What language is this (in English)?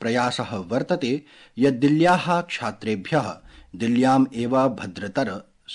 Sanskrit